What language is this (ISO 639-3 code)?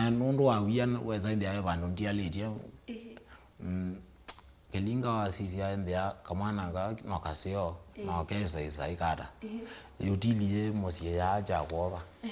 kam